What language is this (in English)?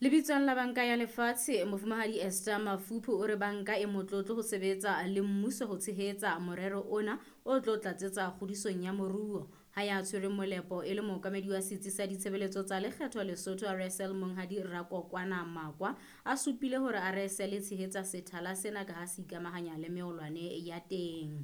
Southern Sotho